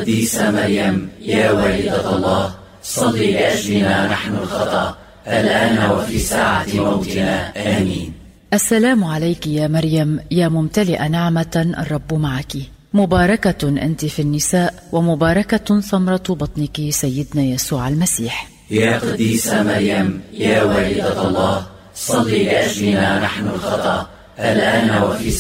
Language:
Arabic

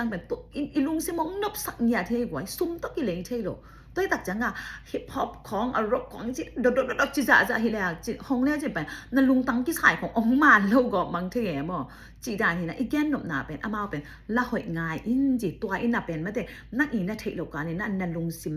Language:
Tedim Chin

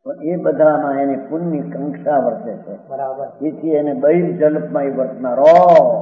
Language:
Gujarati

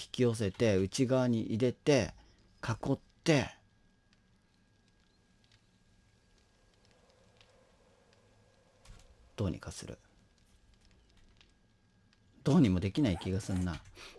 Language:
Japanese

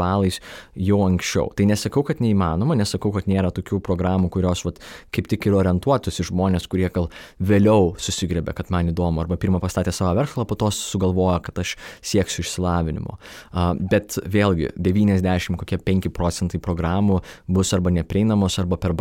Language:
Lithuanian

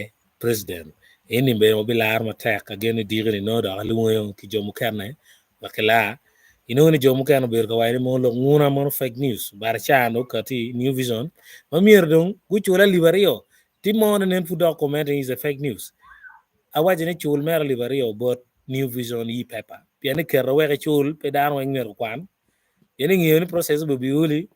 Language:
Acoli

